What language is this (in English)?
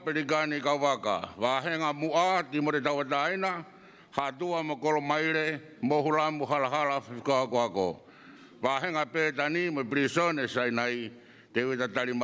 Tongan